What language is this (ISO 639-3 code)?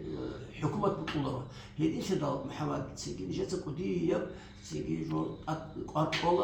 ava